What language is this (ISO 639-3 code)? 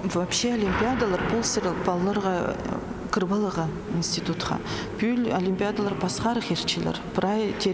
kjh